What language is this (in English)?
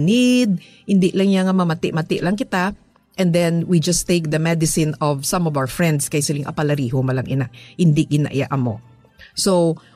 Hiligaynon